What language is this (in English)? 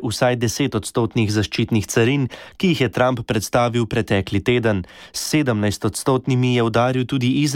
Slovenian